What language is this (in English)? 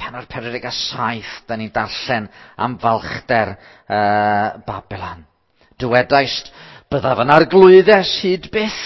Welsh